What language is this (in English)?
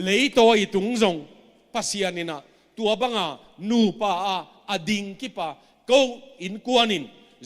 Tedim Chin